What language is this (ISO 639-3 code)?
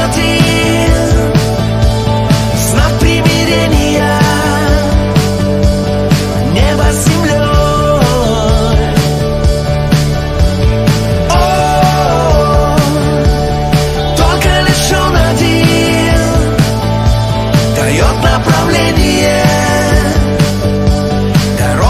rus